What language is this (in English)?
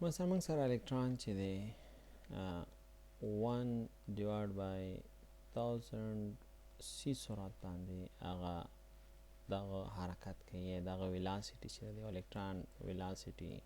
Pashto